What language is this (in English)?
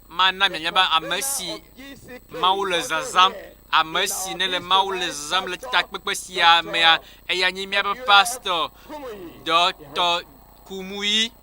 Ewe